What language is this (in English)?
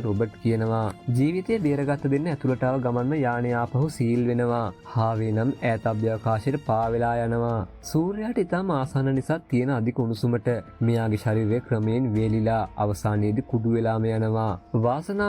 Sinhala